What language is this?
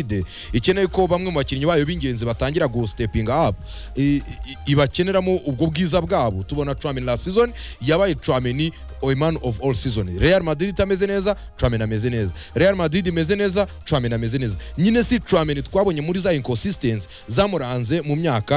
Kinyarwanda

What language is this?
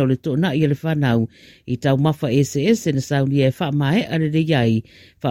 Samoan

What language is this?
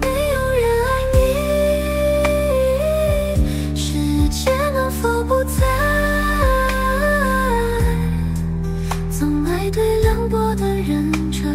Chinese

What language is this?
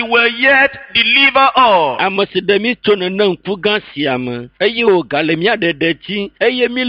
Ewe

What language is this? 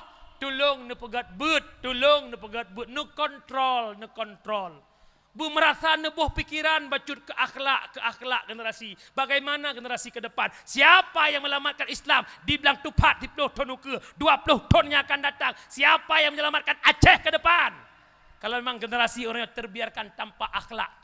Achinese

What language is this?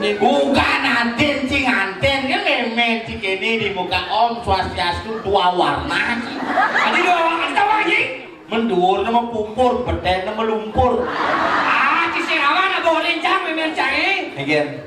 Balinese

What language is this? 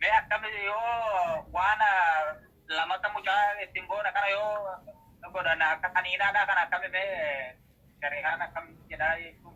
Oromo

